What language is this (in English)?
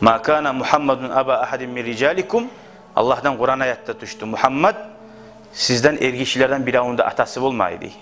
Kumyk